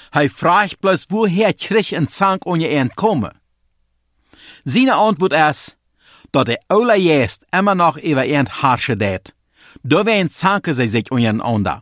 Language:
German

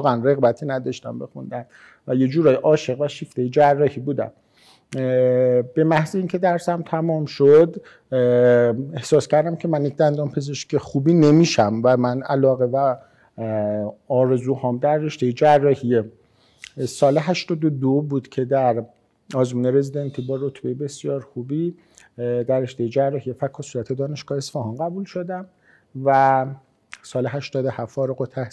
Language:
Persian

